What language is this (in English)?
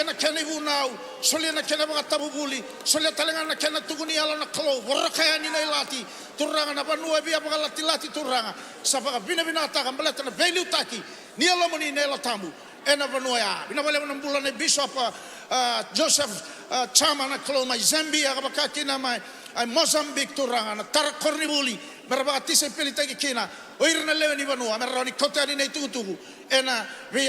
Fijian